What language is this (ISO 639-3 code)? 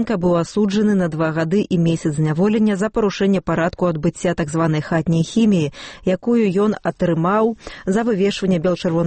bel